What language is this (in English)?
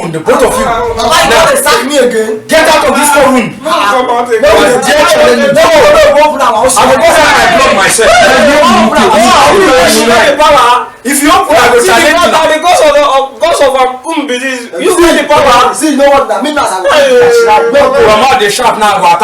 Nigerian Pidgin